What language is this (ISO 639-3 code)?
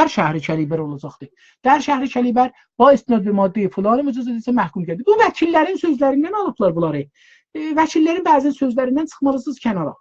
azb